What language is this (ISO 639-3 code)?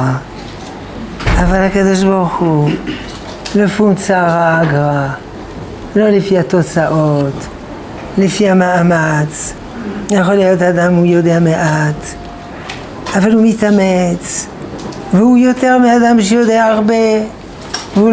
heb